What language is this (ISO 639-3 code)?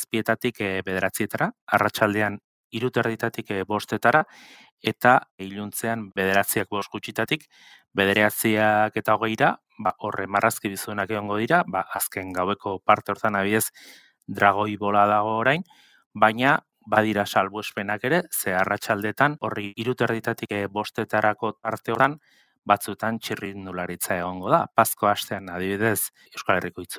eus